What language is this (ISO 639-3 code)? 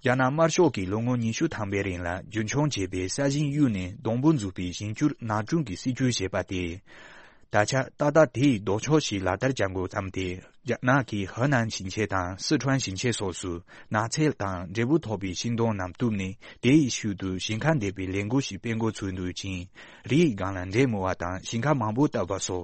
bod